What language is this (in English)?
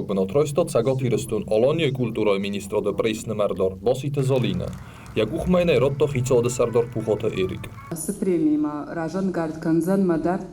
Ossetic